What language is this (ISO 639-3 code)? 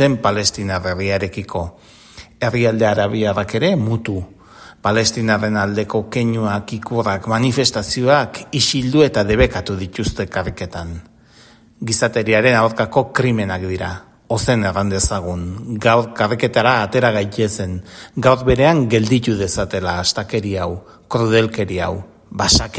eus